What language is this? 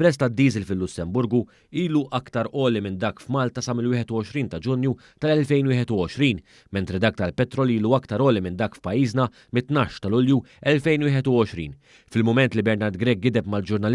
Maltese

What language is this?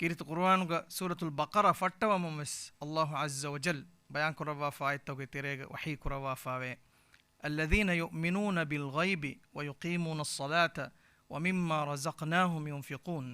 Divehi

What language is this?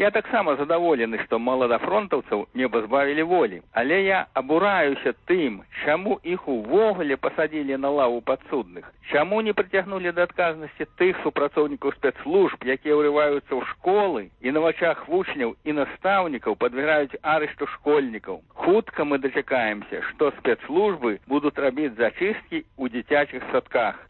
Belarusian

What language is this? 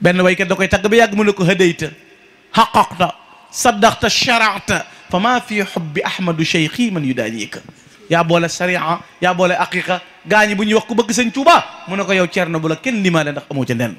Wolof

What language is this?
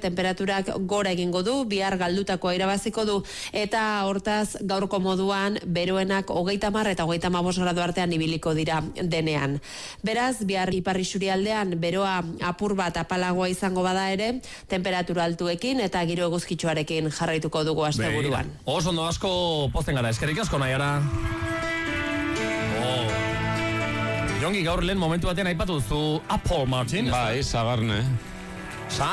Basque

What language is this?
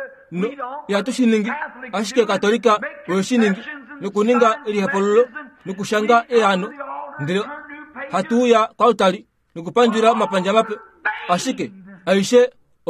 Kuanyama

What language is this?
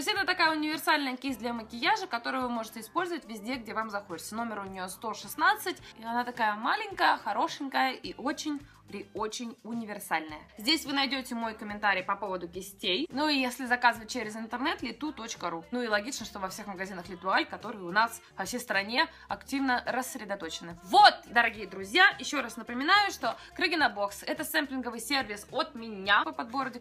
Russian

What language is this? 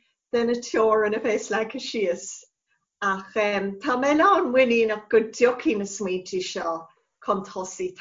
Irish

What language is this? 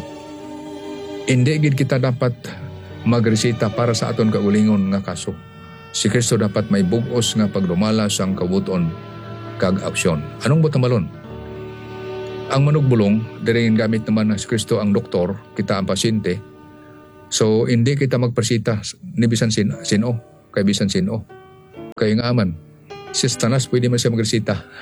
Hiligaynon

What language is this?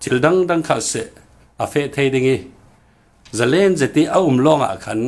Falam Chin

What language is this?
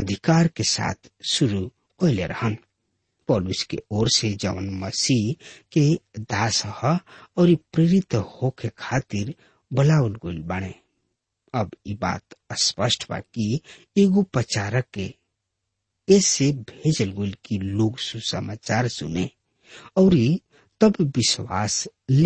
Bhojpuri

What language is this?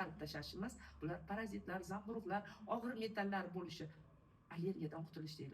Uzbek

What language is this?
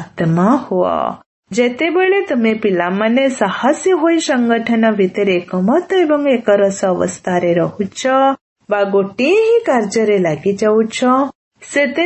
Odia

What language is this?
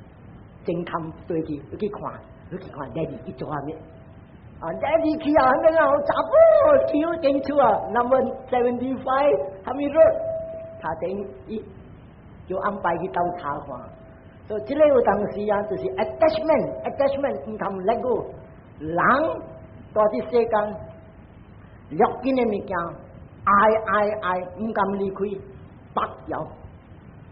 Min Nan Chinese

